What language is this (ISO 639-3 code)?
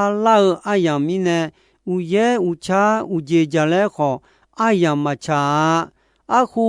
ahk